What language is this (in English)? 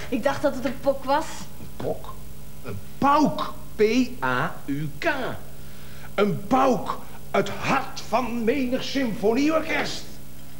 Dutch